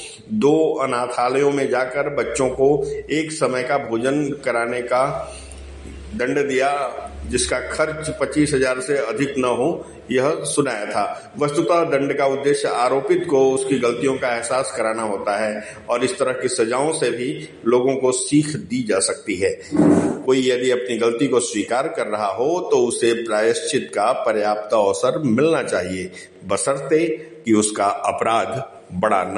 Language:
Hindi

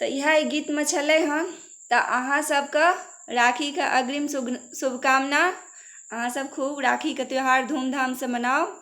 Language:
Maithili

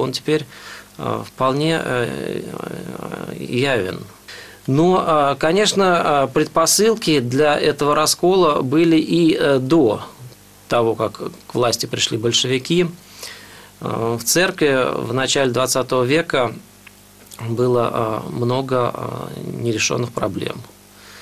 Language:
Russian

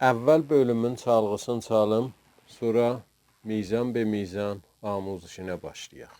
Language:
South Azerbaijani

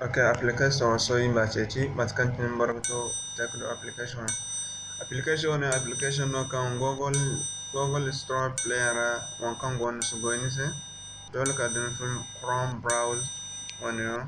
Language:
Zarma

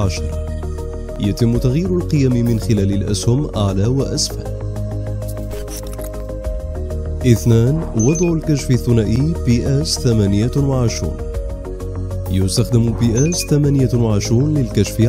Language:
Arabic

